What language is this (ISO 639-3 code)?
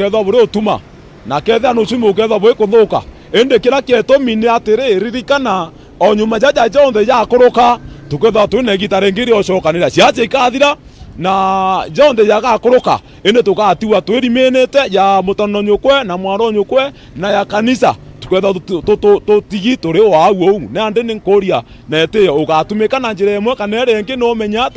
mer